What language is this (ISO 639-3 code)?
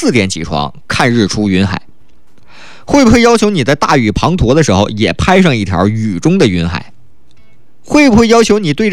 zho